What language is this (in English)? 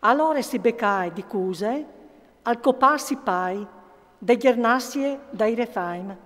Friulian